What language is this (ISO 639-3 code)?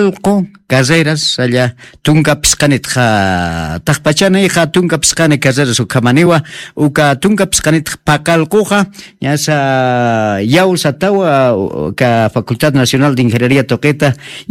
aym